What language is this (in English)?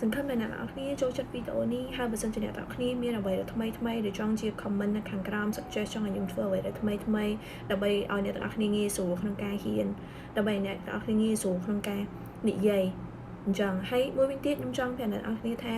Khmer